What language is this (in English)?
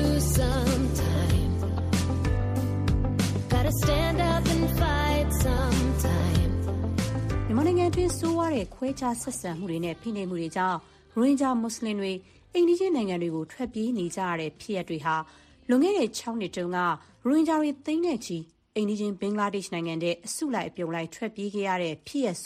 Burmese